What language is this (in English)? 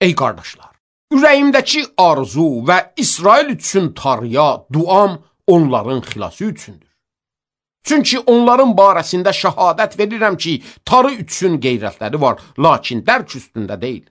Azerbaijani